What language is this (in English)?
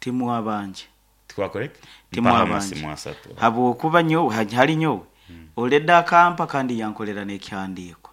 Nyankole